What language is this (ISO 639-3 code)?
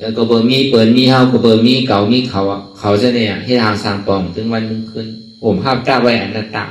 shn